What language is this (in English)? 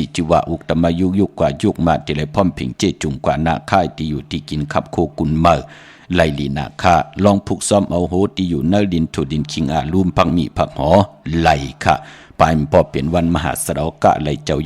Shan